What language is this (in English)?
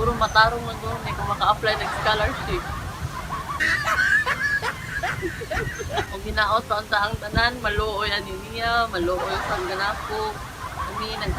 Cebuano